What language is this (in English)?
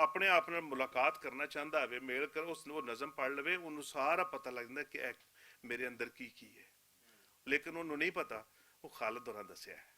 Western Panjabi